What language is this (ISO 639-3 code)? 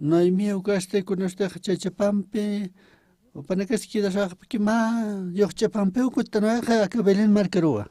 aym